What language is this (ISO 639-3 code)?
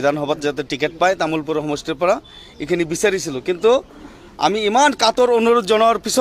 asm